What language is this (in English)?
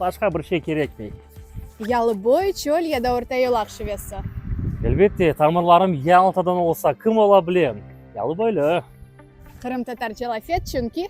Crimean Tatar